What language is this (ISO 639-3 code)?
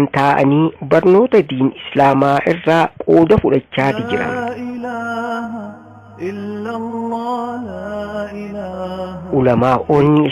orm